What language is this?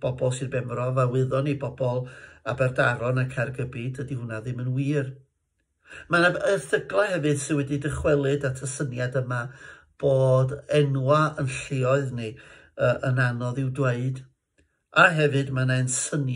Welsh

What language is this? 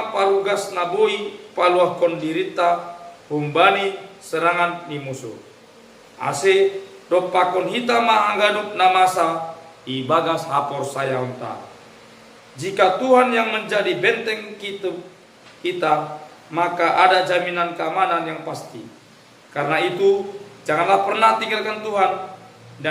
Batak Simalungun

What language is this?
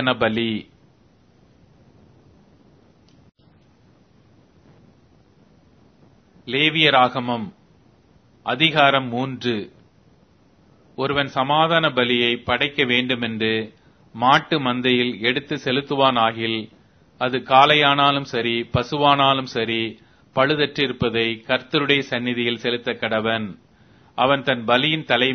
Tamil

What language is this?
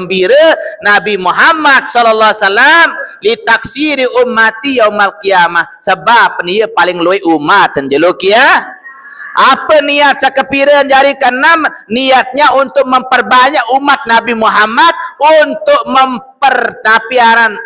Sasak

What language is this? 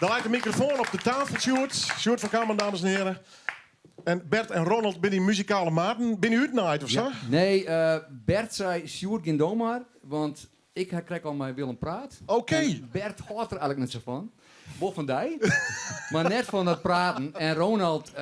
Western Frisian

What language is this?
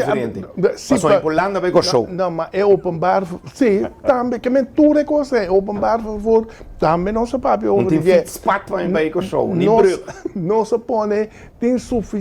Papiamento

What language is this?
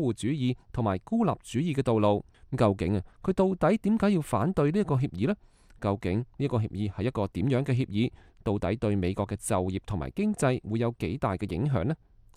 Cantonese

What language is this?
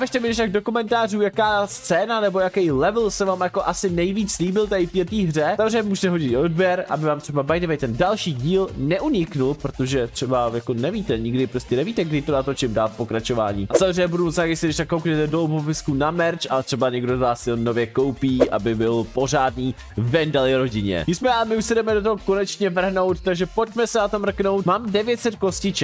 Czech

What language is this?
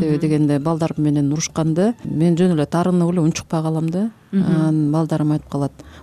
Kyrgyz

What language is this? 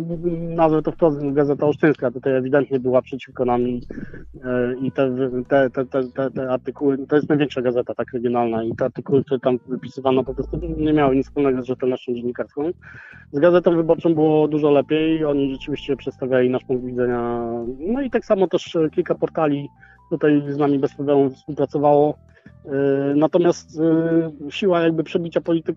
Polish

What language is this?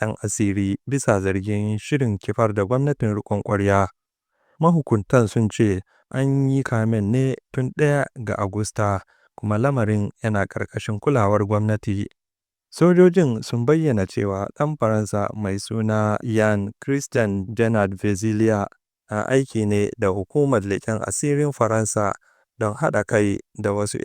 Hausa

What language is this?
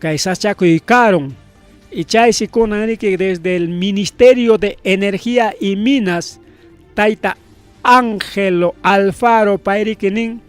Ayacucho Quechua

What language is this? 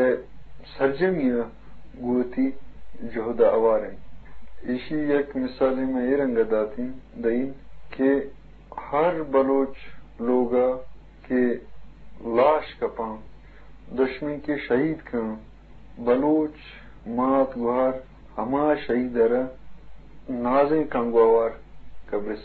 Eastern Balochi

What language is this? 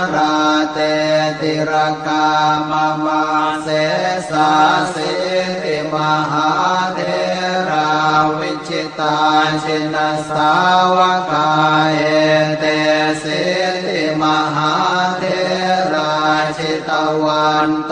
Pali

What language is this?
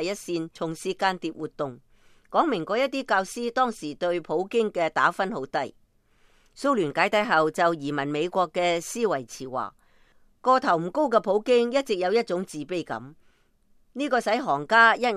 Cantonese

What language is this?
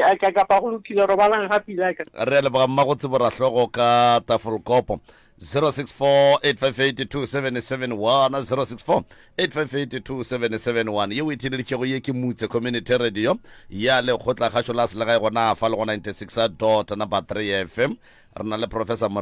Northern Sotho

